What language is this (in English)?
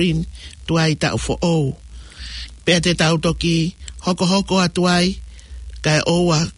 Tongan